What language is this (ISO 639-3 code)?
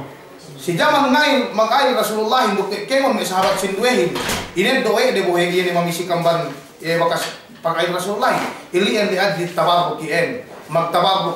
yka